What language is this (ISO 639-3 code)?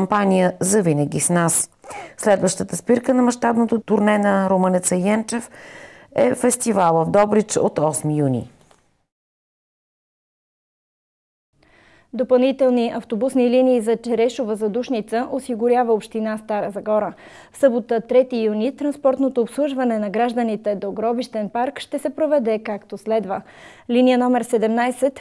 bul